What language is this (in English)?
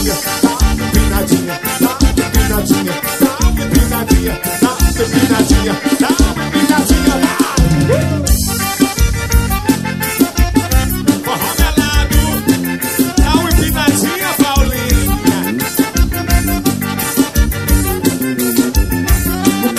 Portuguese